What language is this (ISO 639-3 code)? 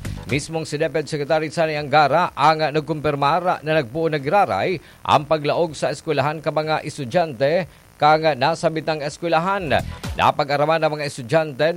bik